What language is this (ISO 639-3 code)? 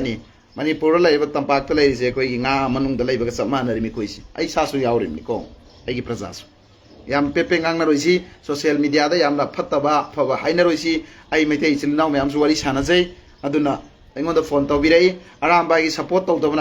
mni